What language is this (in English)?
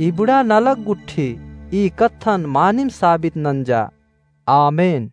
Kurukh